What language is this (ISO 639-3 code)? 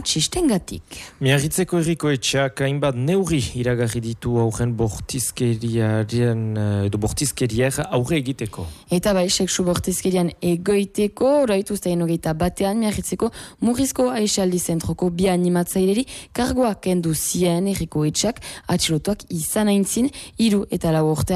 eus